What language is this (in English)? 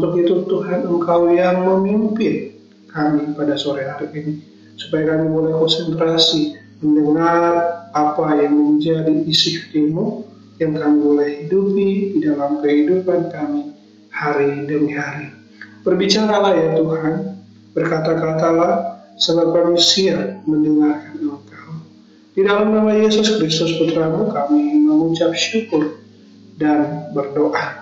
Indonesian